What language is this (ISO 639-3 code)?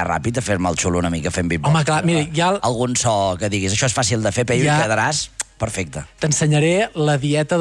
cat